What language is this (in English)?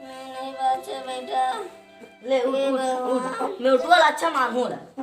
Chhattisgarhi